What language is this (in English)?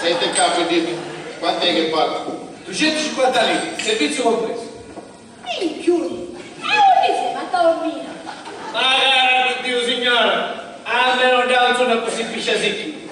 Sicilian